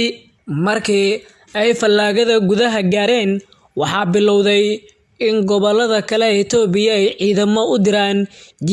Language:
Somali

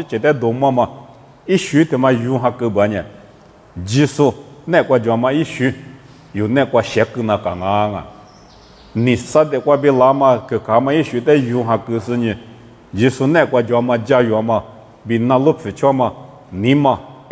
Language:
Lisu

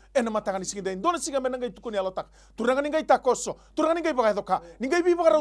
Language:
Fijian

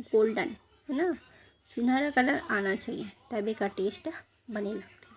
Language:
Chhattisgarhi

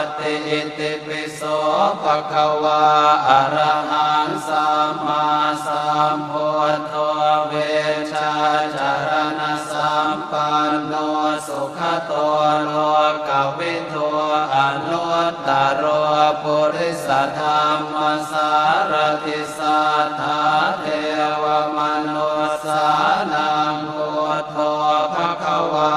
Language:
Pali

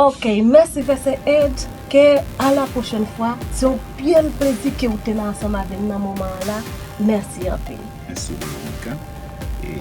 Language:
Haitian Creole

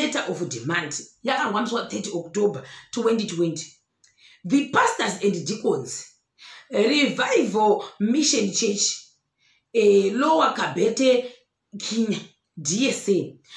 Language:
Shona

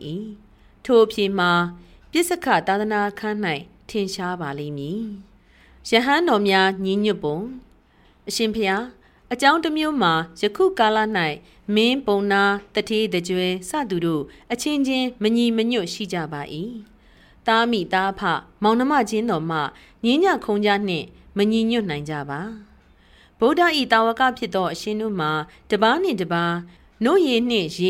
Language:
Burmese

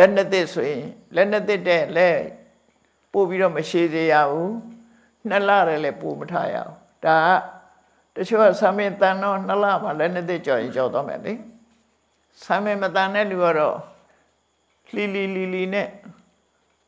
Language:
Burmese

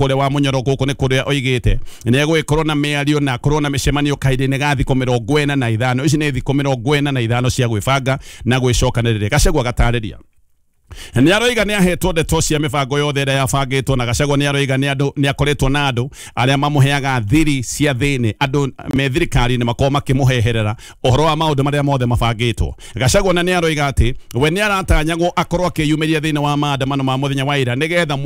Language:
Kikuyu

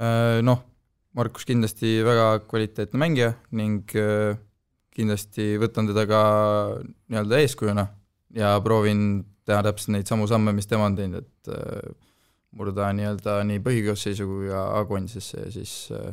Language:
Estonian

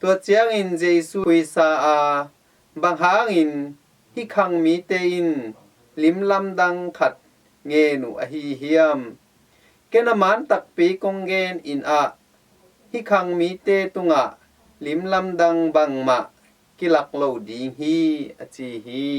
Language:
Tedim Chin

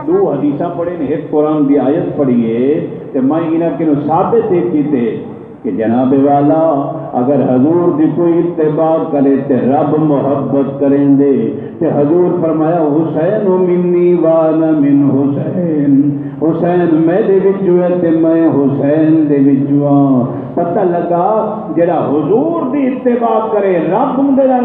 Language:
Saraiki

